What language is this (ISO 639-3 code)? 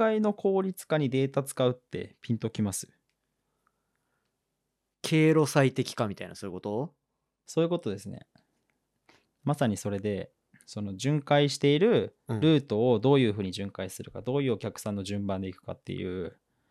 jpn